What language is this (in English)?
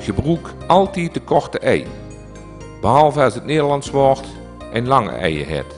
Limburgish